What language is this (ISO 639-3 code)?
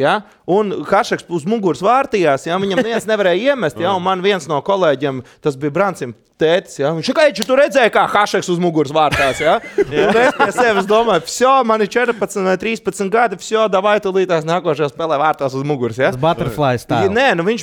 lav